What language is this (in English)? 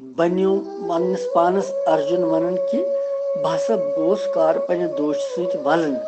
Kashmiri